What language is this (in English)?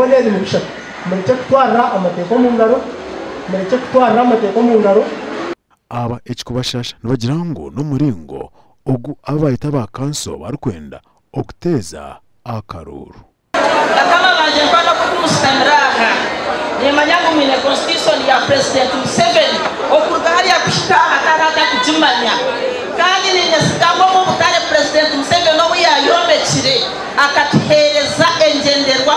Nyankole